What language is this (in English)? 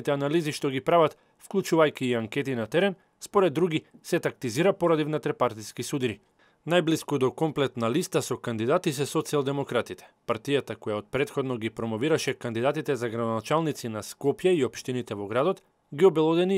Macedonian